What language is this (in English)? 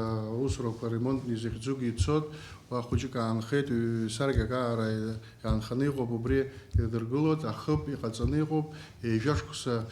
Abkhazian